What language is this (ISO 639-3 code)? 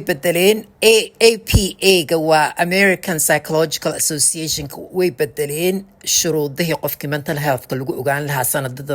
som